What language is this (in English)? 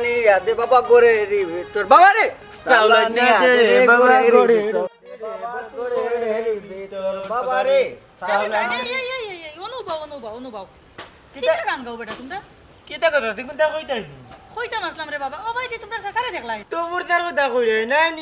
Sylheti